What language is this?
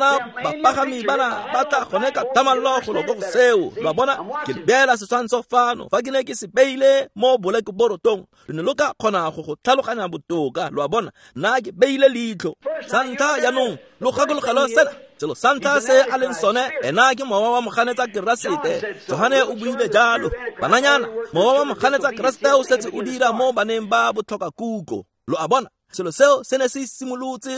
Tswana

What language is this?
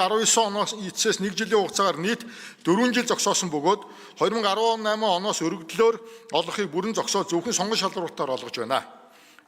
Mongolian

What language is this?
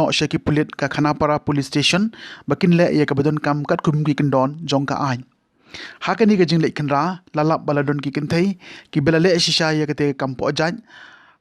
Khasi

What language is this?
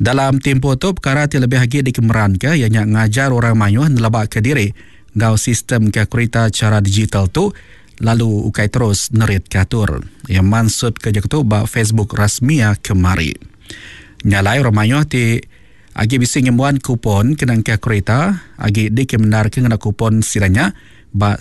Iban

